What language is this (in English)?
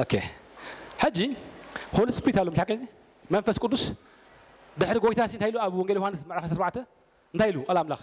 Tigrinya